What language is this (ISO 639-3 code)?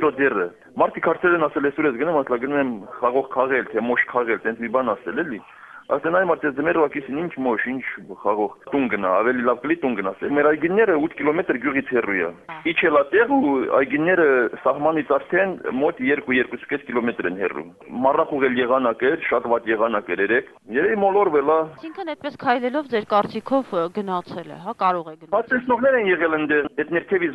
hye